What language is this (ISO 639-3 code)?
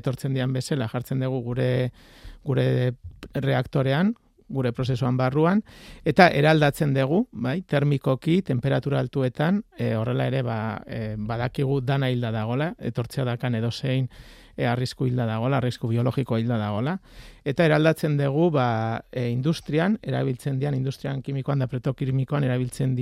eus